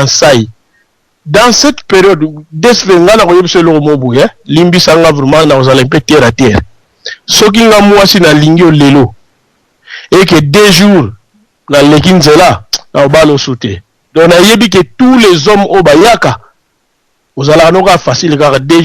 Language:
Lingala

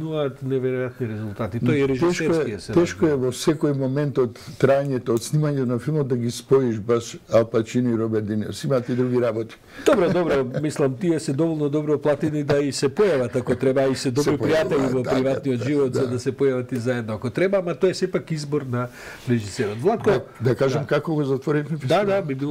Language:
Macedonian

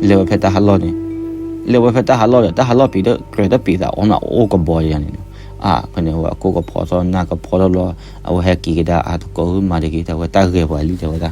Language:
S'gaw Karen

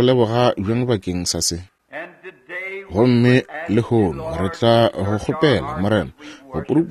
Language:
Northern Sotho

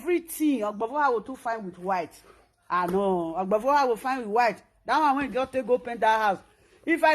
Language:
Nigerian Pidgin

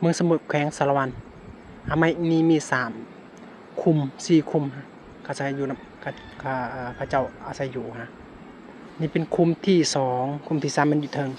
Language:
Lao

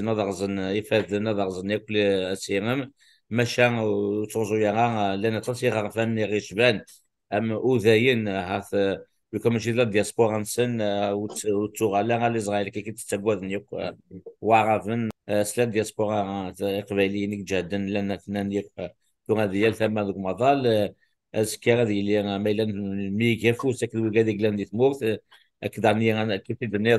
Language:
Kabyle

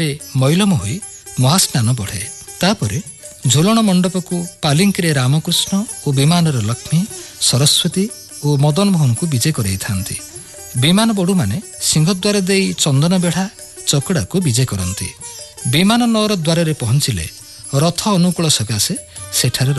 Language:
Odia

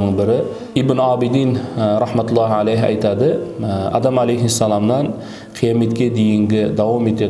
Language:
Kara-Kalpak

